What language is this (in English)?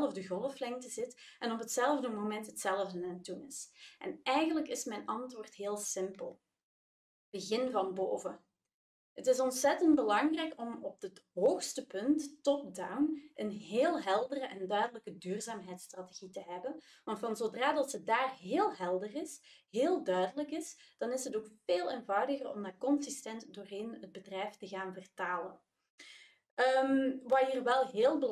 Dutch